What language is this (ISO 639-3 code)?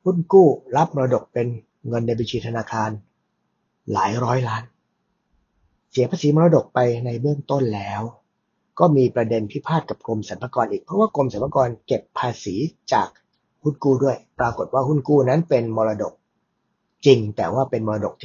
tha